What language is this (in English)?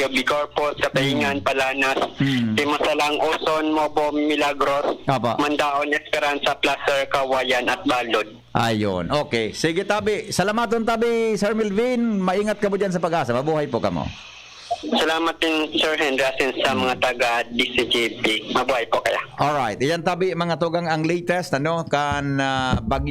Bikol